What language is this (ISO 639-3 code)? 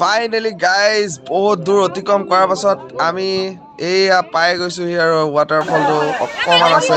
asm